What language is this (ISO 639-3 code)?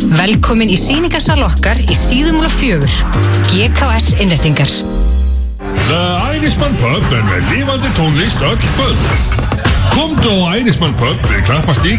isl